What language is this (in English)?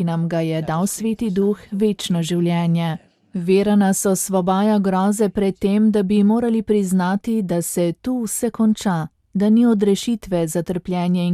Slovenian